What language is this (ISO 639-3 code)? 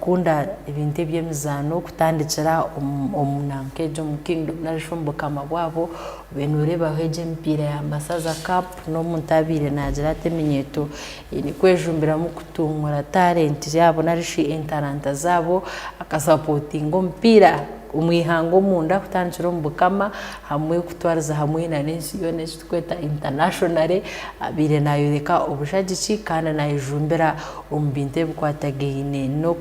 ttj